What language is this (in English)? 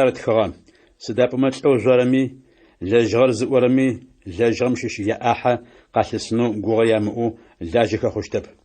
Adyghe